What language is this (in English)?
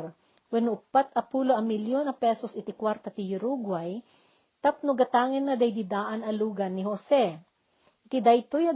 Iloko